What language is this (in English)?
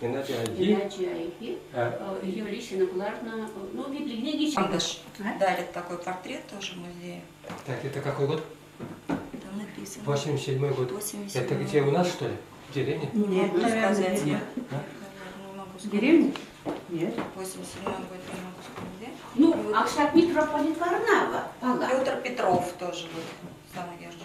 Chuvash